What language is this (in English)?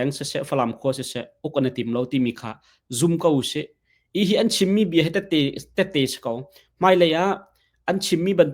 Hakha Chin